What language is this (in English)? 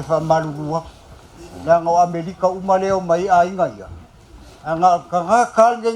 Samoan